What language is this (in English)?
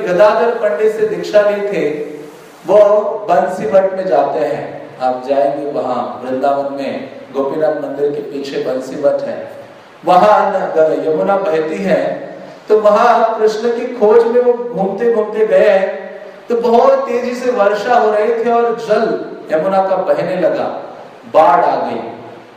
Hindi